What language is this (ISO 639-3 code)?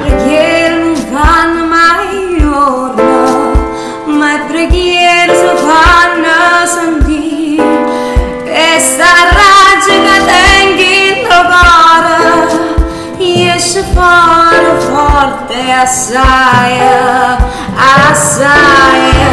nap